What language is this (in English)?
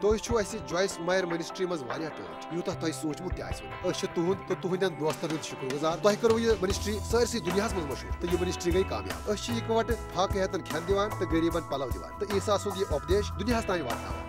Kashmiri